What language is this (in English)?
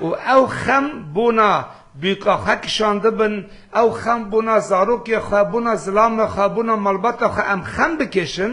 Kurdish